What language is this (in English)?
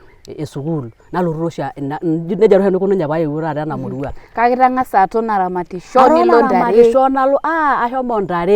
Masai